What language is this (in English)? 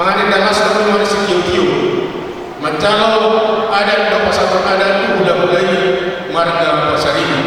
Batak Toba